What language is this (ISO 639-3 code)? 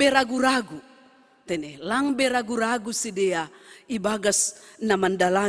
bts